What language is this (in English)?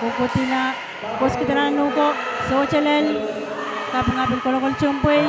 Pohnpeian